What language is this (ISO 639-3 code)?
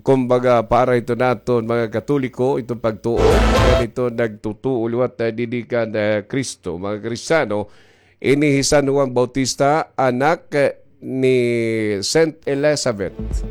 war